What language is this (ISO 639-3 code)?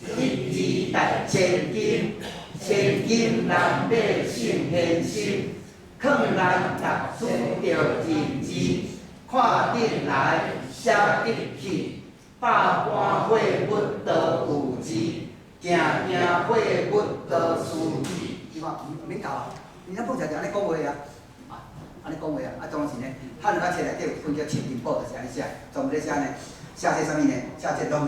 nan